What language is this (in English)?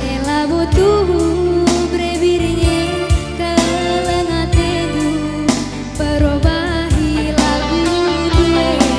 Batak Karo